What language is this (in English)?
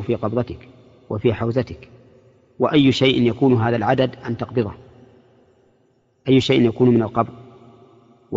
Arabic